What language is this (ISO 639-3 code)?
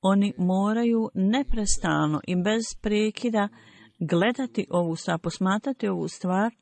bos